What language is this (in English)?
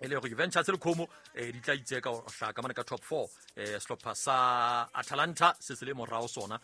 Southern Sotho